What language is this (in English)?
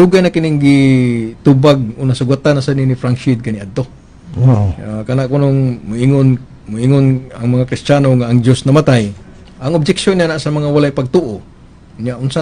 Cebuano